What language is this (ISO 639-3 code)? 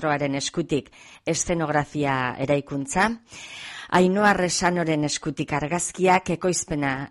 eus